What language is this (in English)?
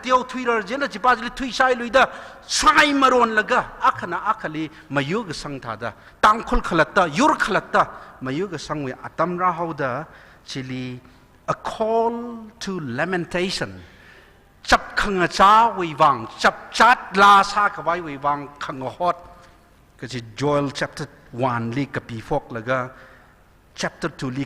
Tangkhul Naga (India)